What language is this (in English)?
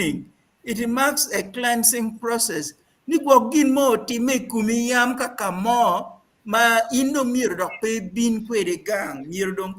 Acoli